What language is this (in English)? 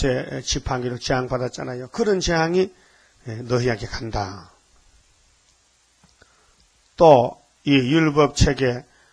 Korean